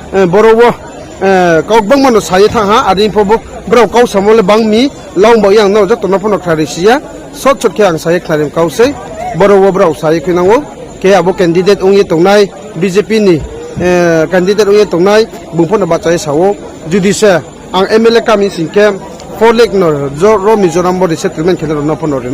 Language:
Riang (India)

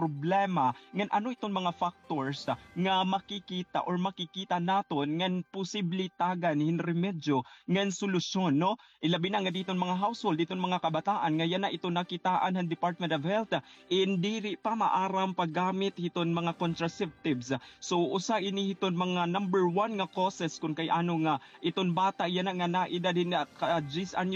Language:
Waray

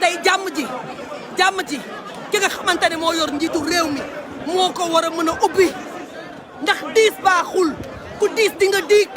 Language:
Wolof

